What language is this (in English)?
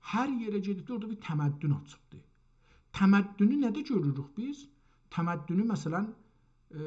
South Azerbaijani